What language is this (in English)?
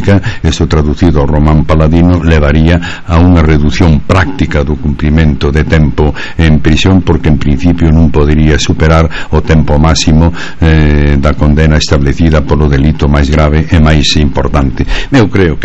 Galician